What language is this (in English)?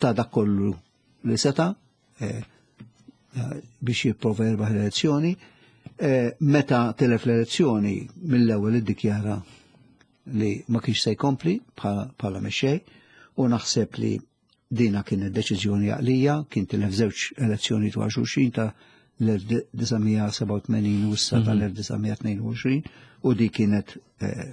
Maltese